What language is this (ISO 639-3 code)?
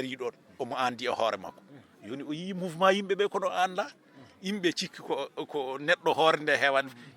ful